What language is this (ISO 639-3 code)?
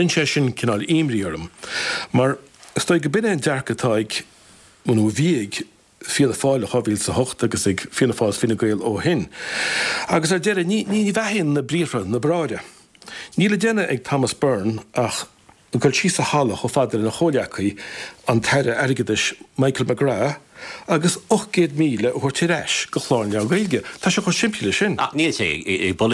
gle